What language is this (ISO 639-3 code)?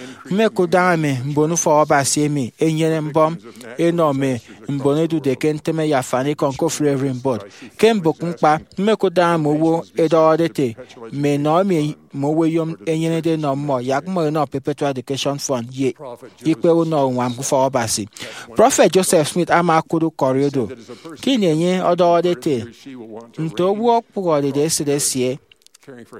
efi